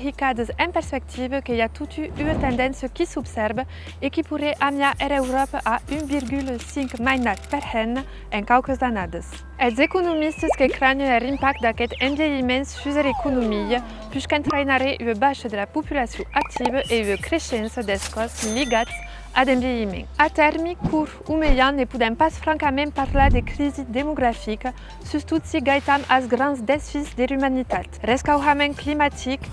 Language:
Occitan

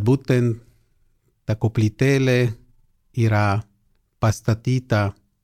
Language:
Lithuanian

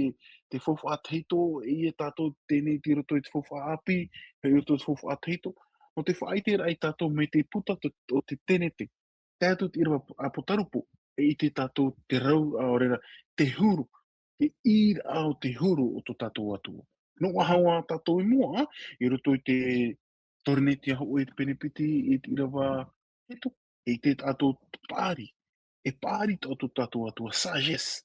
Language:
Tahitian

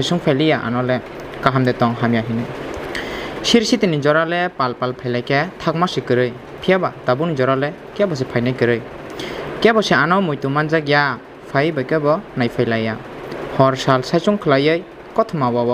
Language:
Kok Borok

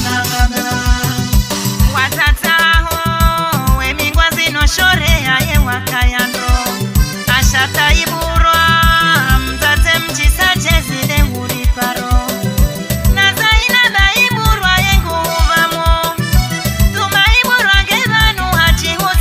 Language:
Swahili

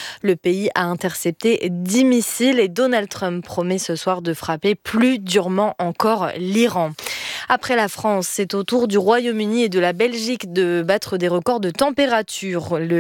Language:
French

